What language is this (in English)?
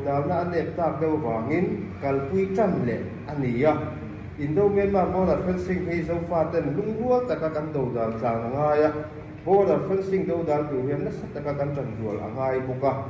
Mizo